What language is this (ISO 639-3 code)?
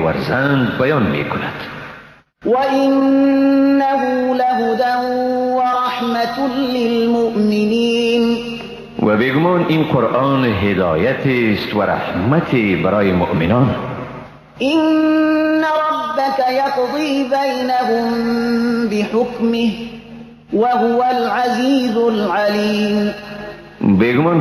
tgk